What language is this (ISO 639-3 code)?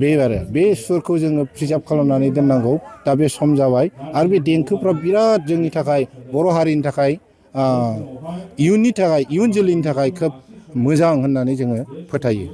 brx